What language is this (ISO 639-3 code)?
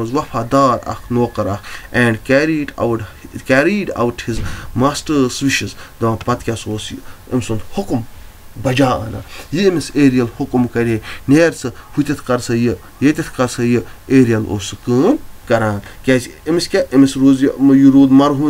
kas